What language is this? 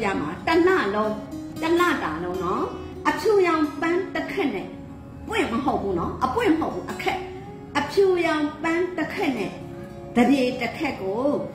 Burmese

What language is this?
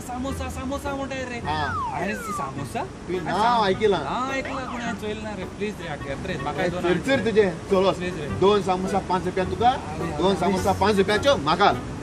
Konkani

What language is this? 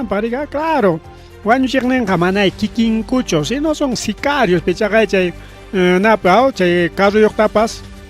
Ayacucho Quechua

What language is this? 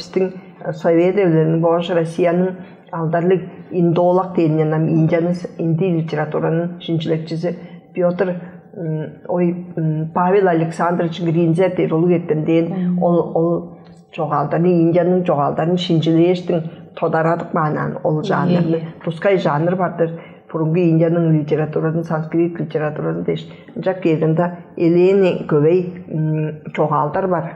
Tuvinian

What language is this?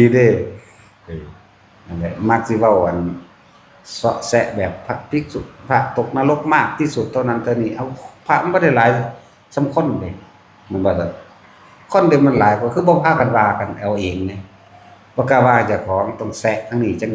Northeastern Thai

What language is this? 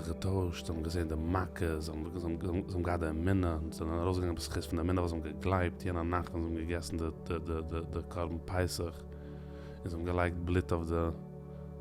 Yiddish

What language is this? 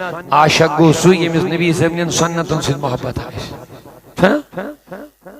Kashmiri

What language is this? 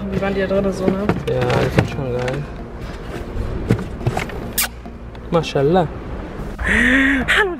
German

